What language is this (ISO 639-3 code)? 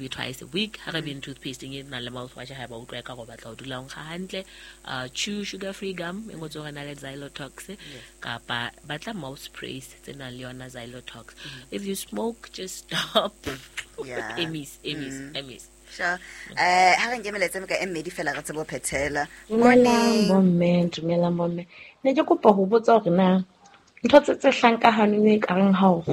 sot